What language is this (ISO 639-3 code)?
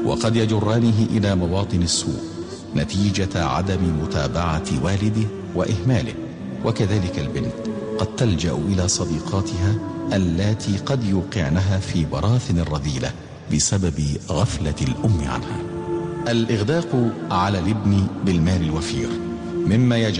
arz